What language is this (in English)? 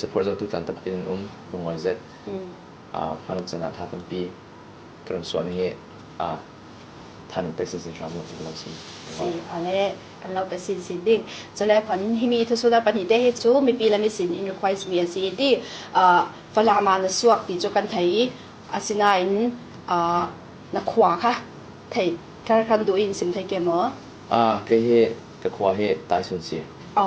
Falam Chin